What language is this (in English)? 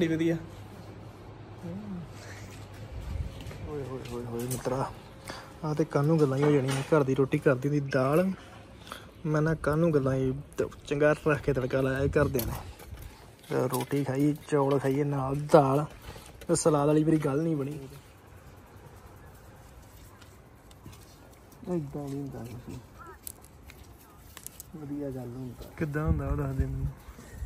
Punjabi